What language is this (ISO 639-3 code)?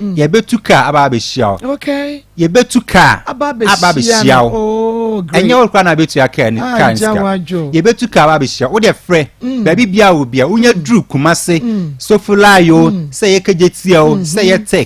aka